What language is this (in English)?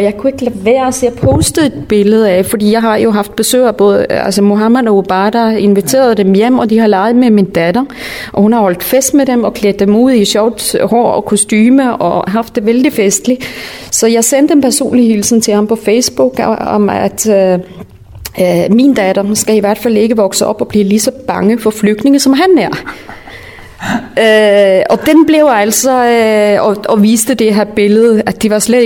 Danish